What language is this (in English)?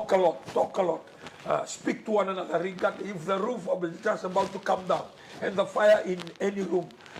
Fijian